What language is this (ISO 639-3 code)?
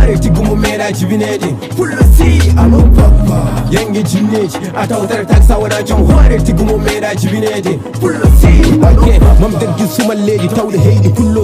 ful